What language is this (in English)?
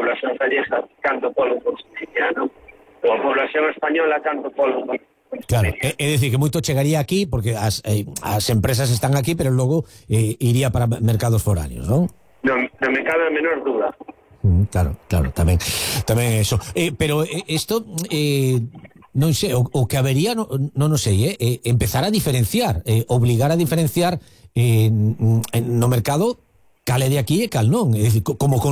Galician